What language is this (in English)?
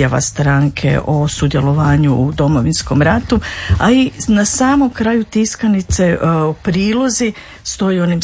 Croatian